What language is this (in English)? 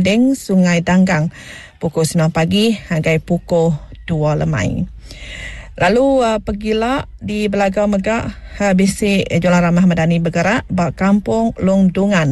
Iban